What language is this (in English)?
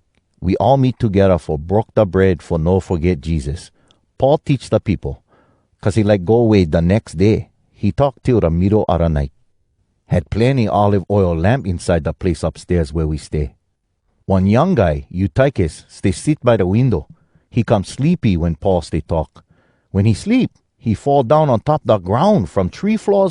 Hawai'i Creole English